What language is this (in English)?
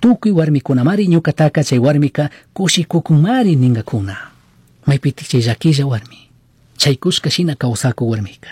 Chimborazo Highland Quichua